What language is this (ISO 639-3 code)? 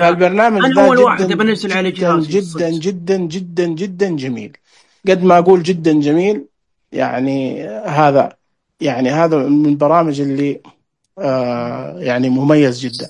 ars